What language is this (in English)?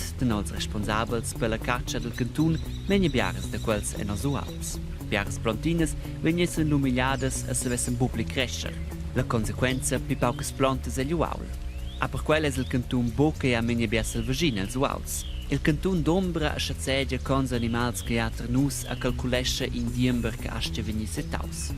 Romansh